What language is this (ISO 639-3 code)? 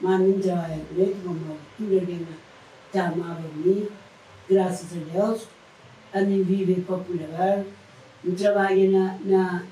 kea